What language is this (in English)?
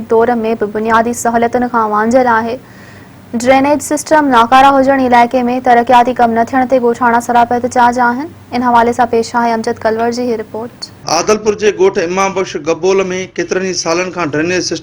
Sindhi